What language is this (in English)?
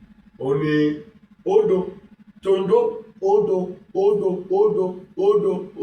Yoruba